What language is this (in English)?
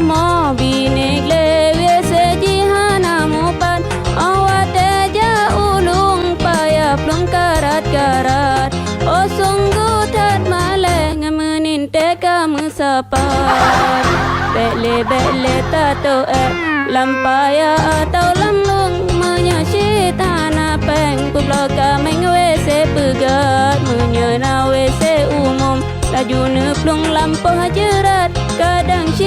Achinese